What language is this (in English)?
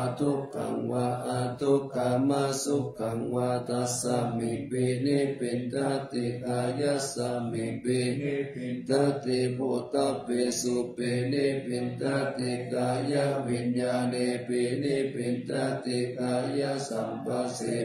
Pali